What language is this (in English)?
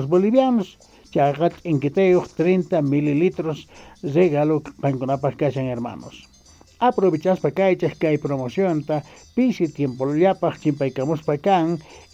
Quechua